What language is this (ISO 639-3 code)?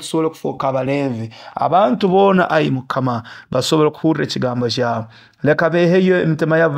nyo